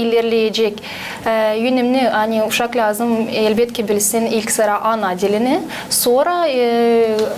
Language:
Gagauz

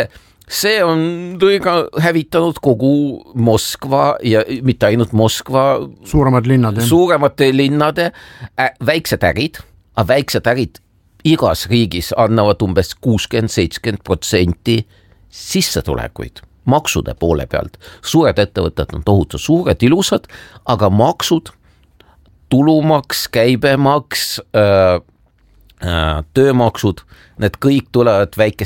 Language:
Estonian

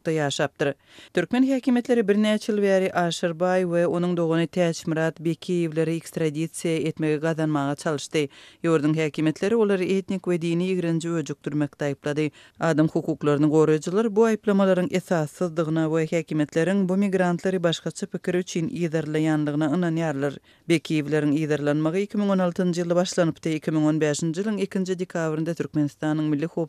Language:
Turkmen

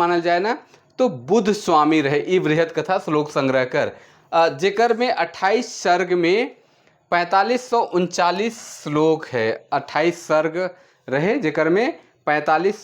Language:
Sadri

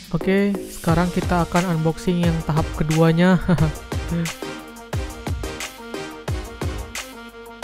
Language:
Indonesian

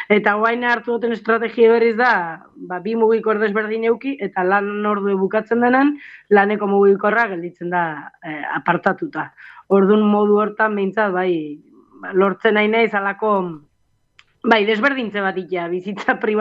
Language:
Basque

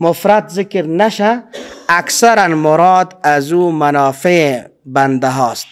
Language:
Persian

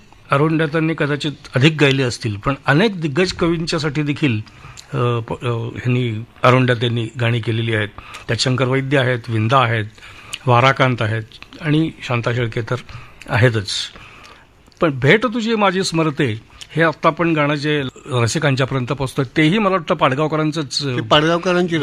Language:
Marathi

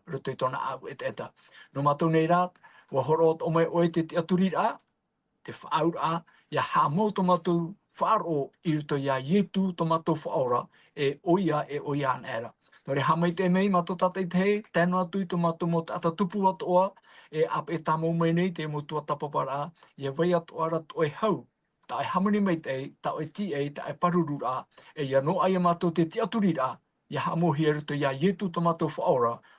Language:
Tahitian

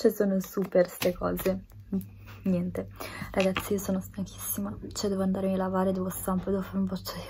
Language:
Italian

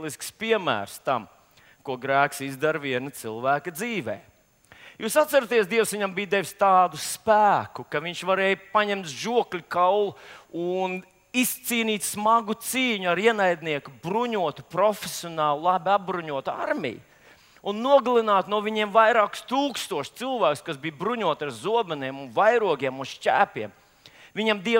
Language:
Latvian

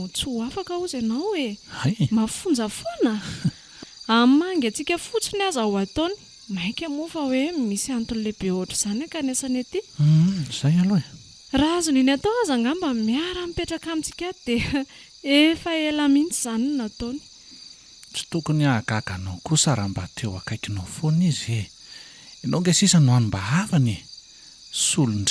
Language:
Malagasy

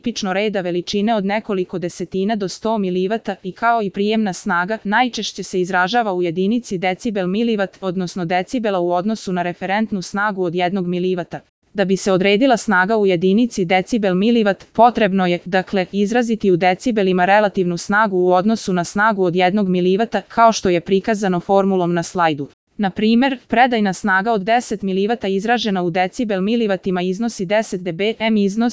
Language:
Serbian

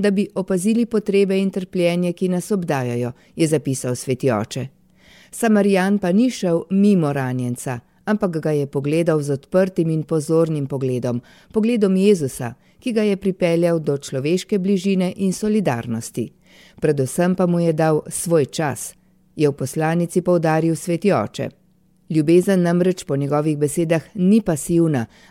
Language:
Slovenian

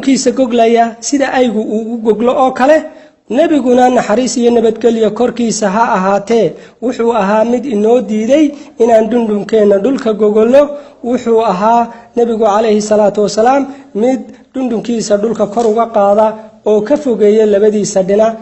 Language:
Somali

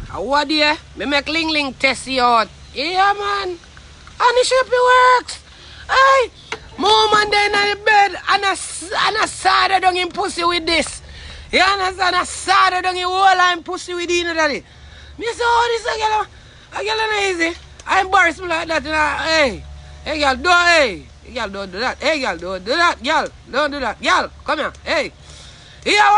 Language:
Jamaican Creole English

